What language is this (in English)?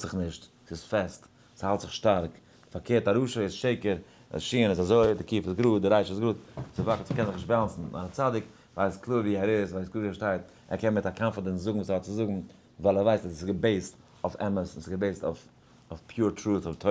Yiddish